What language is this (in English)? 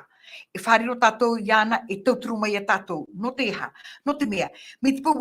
Tahitian